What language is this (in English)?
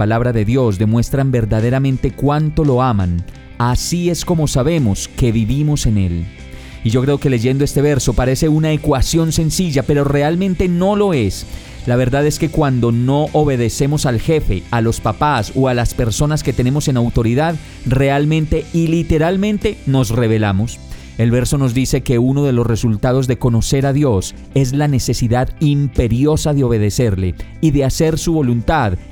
Spanish